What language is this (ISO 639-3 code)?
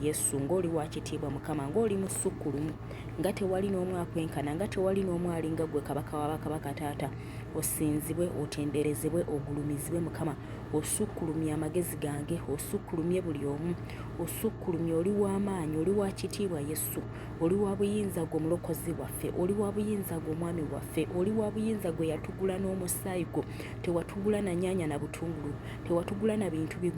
lug